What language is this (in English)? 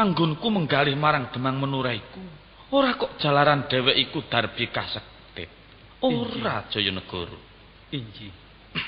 Javanese